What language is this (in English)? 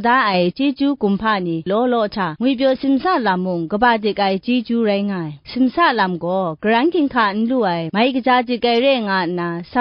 Kachin